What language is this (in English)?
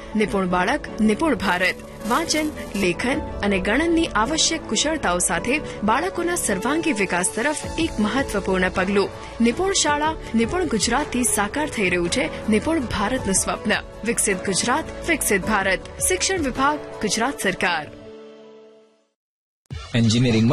Gujarati